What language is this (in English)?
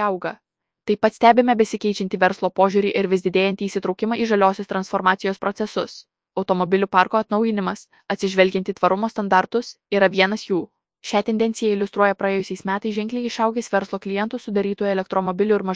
Lithuanian